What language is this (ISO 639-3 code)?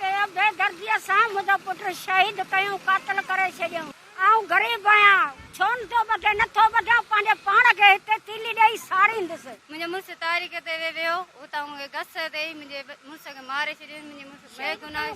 snd